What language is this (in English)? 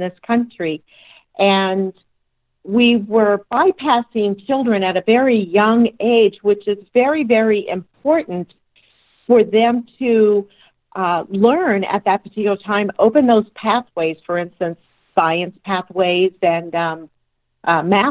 English